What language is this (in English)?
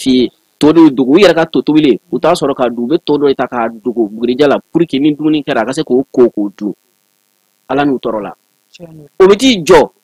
Bambara